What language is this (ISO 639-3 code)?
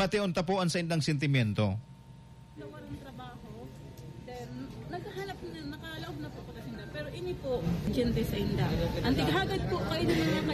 bik